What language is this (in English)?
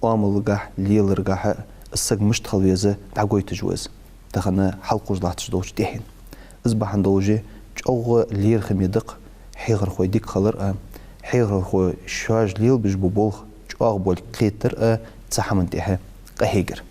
Ingush